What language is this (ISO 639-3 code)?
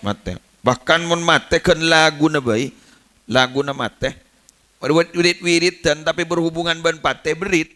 mad